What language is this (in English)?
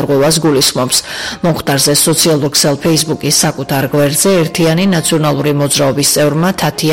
Georgian